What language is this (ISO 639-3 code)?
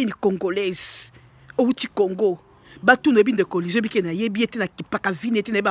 lin